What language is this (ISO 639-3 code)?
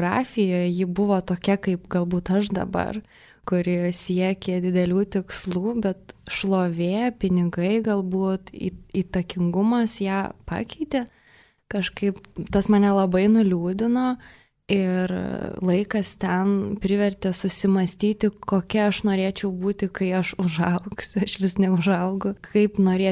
lit